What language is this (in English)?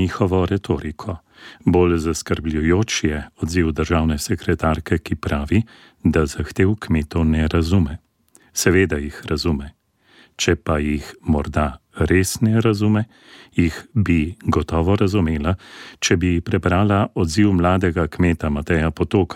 Slovenian